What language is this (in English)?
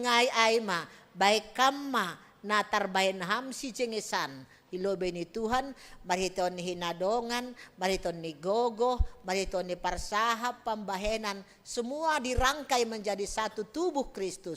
Batak Simalungun